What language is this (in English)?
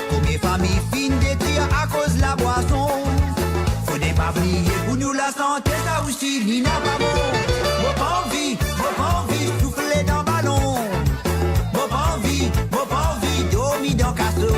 Morisyen